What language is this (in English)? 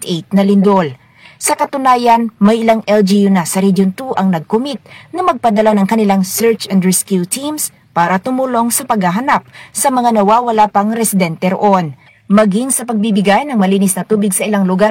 Filipino